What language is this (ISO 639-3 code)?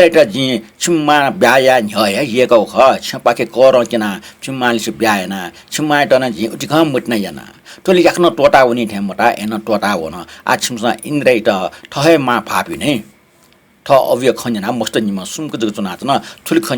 new